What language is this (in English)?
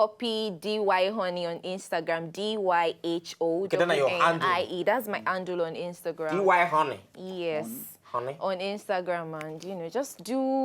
Nigerian Pidgin